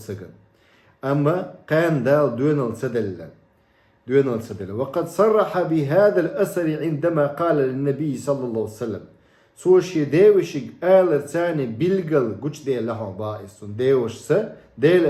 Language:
Chechen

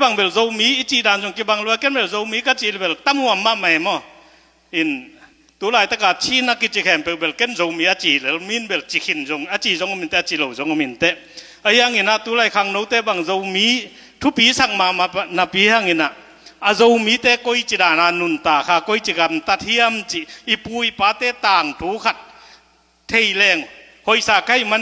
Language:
Tedim Chin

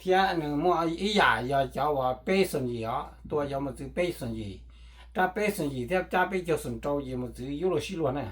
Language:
Hmong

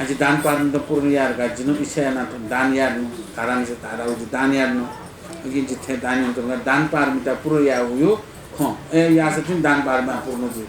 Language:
Newari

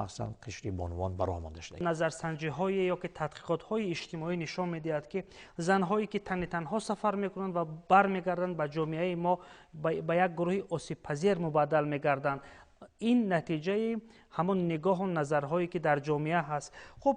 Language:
Tajik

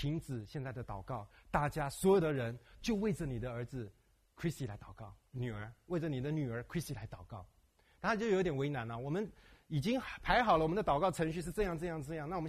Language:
Chinese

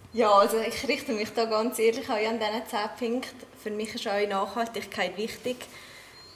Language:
German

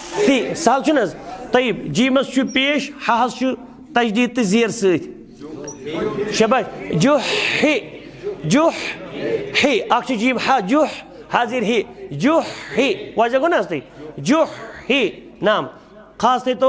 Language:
Kashmiri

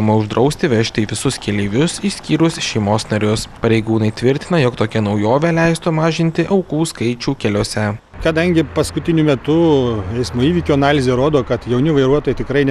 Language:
Lithuanian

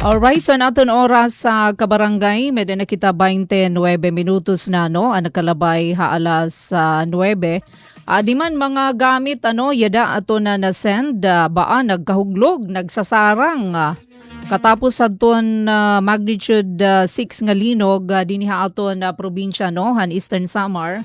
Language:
Waray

